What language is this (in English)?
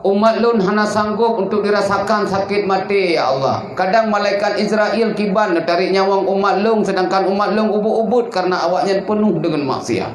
Achinese